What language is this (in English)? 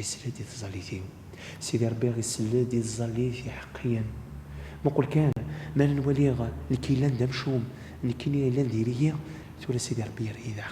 Kabyle